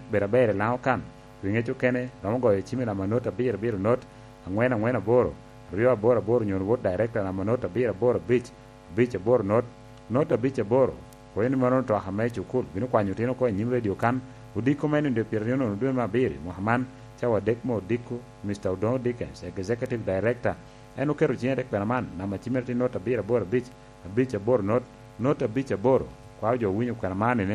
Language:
Lango (Uganda)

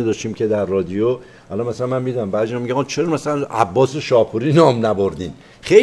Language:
Persian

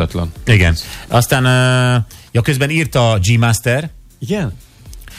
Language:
Hungarian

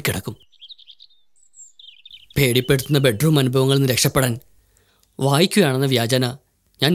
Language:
Malayalam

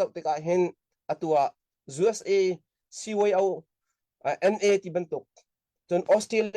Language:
Falam Chin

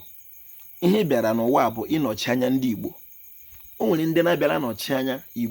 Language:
Igbo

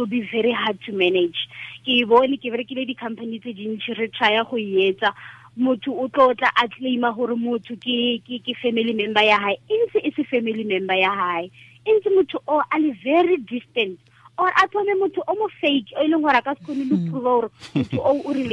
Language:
Tswana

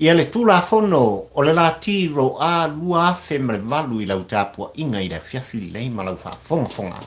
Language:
Samoan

